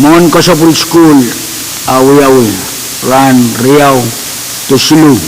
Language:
Pohnpeian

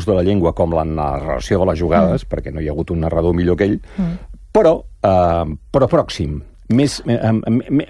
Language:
Catalan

